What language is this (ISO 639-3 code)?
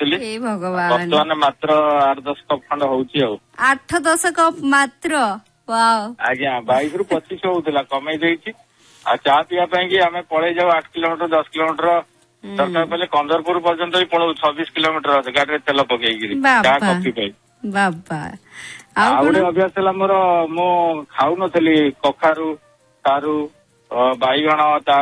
ori